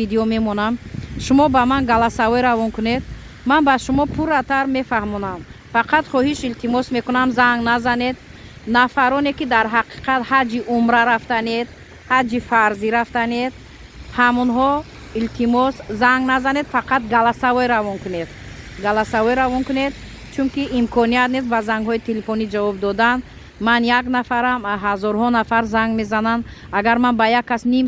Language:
Tajik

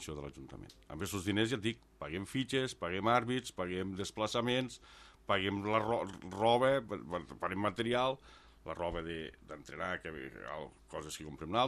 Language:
Catalan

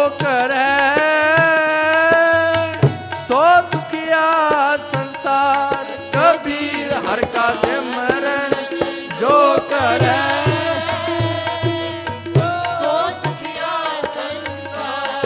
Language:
Punjabi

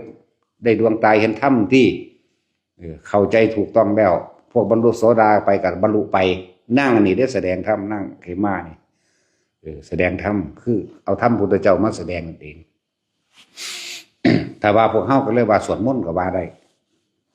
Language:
Lao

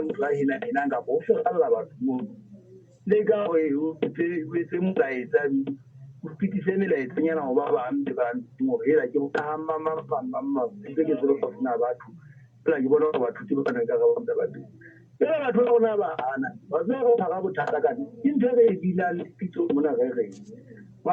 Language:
Southern Sotho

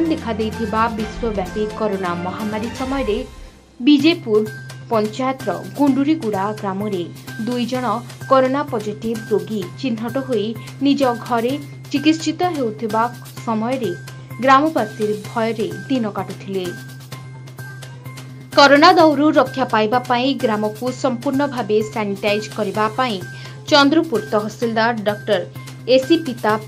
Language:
Odia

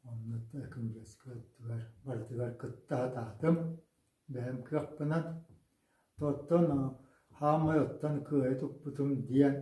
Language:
Yakut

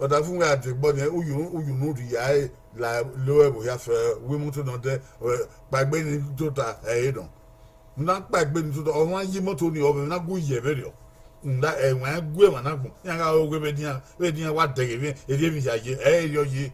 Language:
Bini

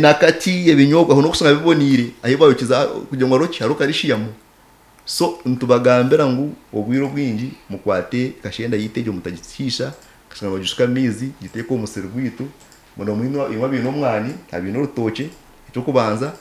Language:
Nyankole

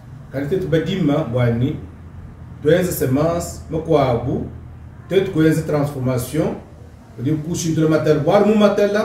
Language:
Luba-Lulua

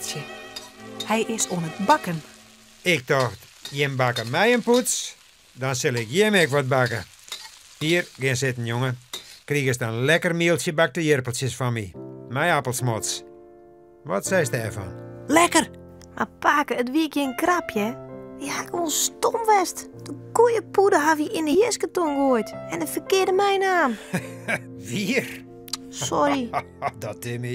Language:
Western Frisian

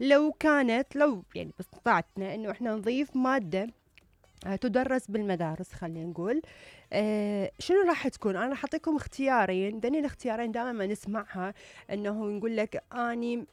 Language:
Mesopotamian Arabic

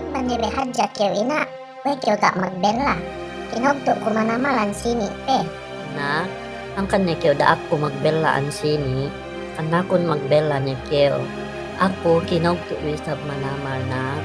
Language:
Yakan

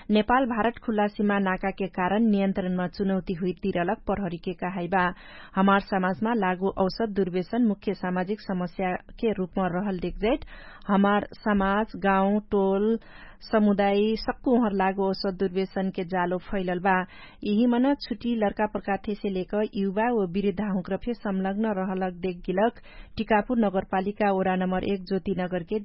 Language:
Dangaura Tharu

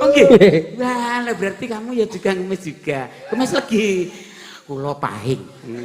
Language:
Javanese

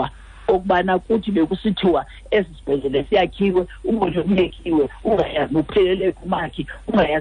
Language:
Xhosa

